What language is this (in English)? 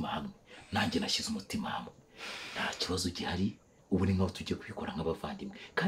Kinyarwanda